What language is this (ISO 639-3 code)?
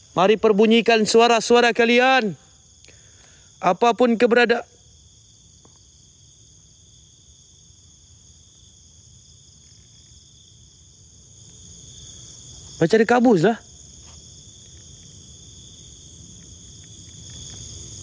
msa